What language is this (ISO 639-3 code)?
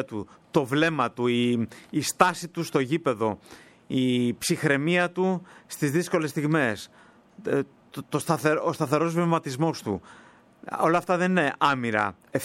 ell